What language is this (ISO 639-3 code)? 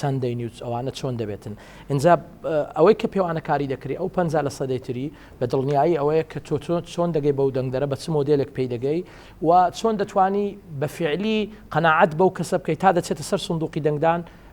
ckb